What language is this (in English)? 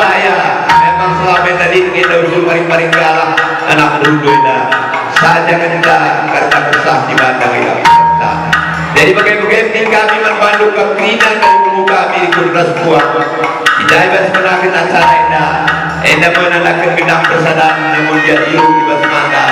Batak Karo